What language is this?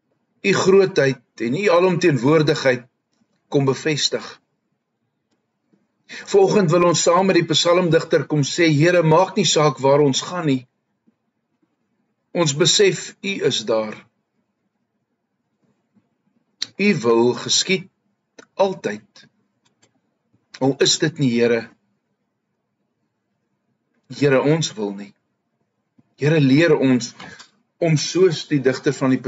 Afrikaans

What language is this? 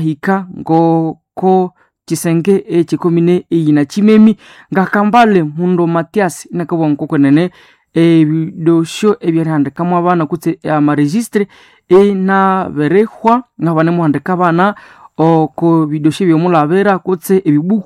Nande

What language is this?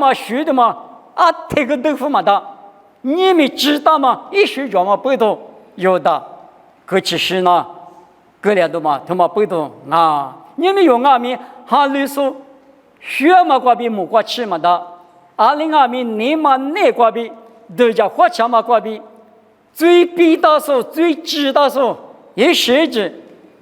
Lisu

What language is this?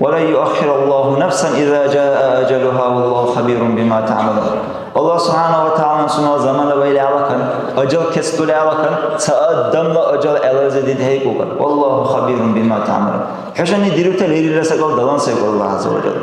Dargwa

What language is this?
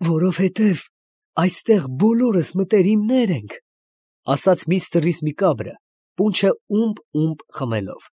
Armenian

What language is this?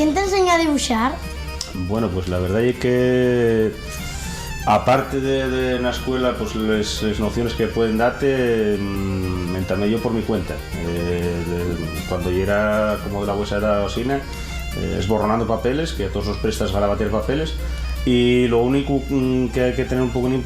Asturian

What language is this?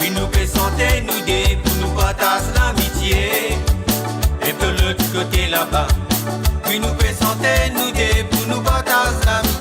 Morisyen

